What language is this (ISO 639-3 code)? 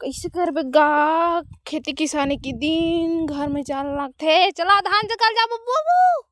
hne